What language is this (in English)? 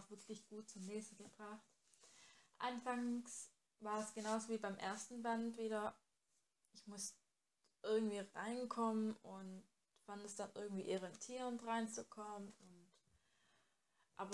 German